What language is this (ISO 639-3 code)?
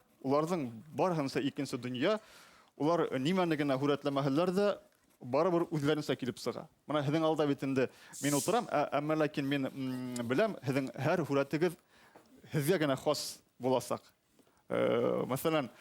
bak